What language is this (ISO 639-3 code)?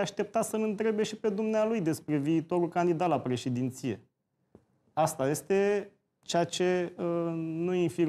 ron